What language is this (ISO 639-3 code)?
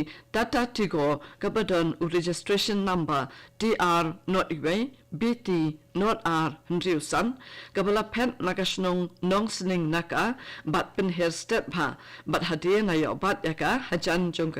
kha